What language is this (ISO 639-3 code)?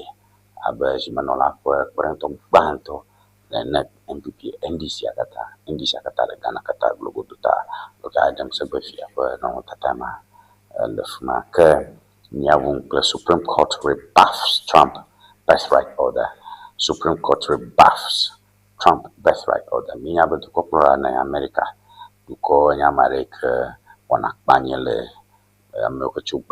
ewe